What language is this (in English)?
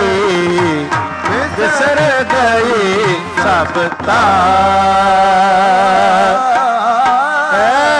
Punjabi